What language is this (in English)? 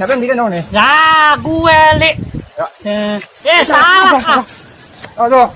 Betawi